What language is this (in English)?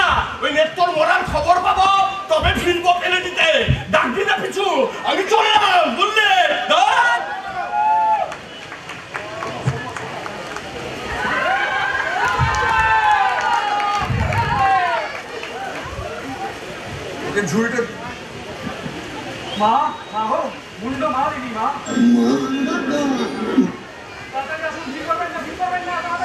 Bangla